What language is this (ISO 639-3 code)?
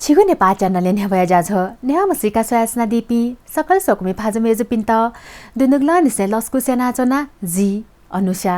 new